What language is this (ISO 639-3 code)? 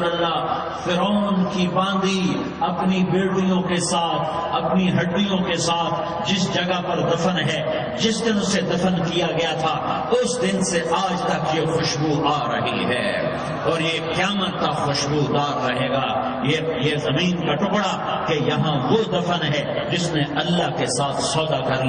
urd